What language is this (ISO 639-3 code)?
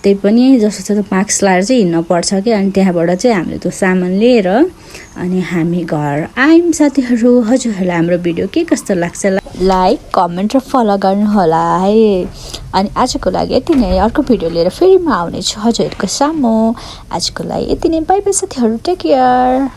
nep